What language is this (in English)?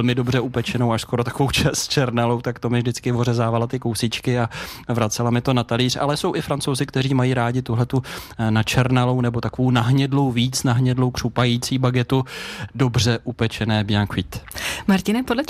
Czech